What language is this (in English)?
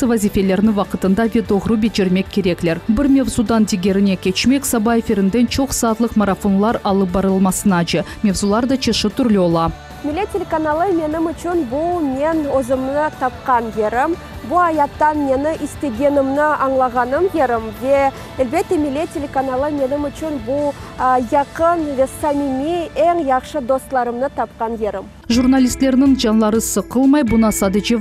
Crimean Tatar